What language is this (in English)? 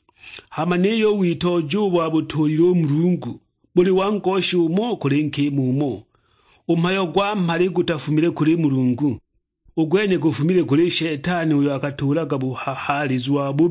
Sukuma